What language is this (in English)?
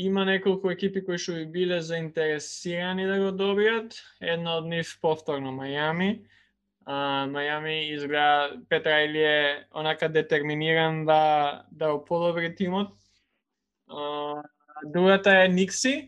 Macedonian